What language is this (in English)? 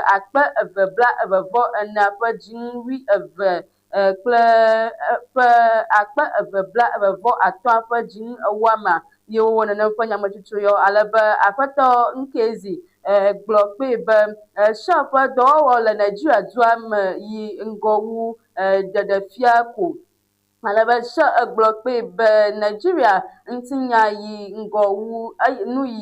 Ewe